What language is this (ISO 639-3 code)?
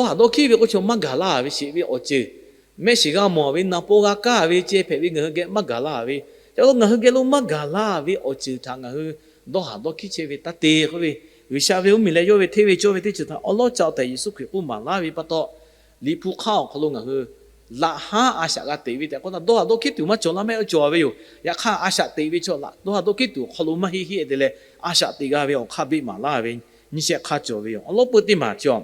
lhu